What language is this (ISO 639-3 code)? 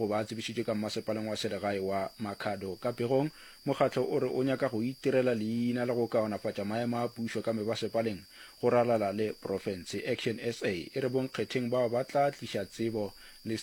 nso